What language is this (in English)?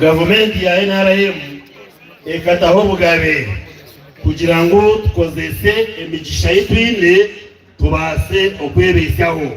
Nyankole